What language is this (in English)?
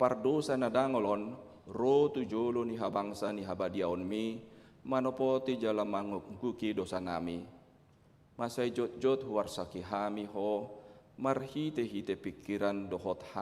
Batak Toba